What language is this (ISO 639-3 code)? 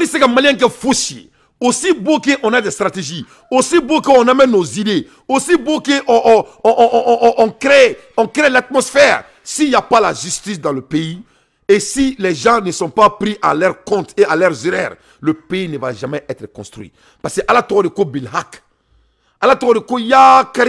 bam